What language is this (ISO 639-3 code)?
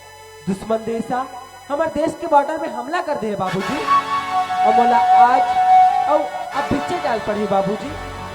hne